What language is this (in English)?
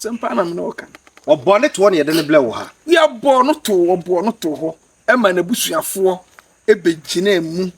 Akan